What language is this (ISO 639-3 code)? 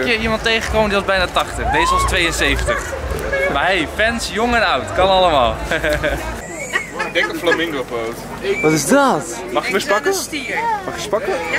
nld